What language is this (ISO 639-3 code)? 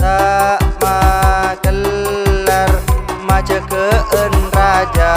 mad